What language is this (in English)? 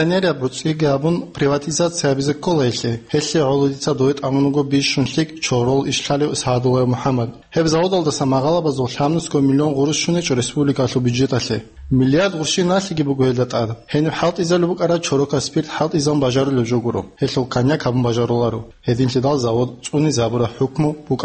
Avaric